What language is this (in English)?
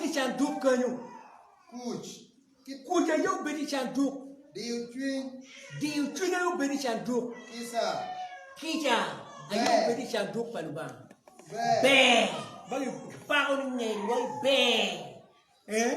Acoli